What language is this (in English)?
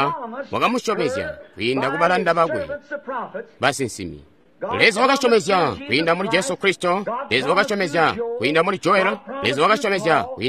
Tonga (Zambia)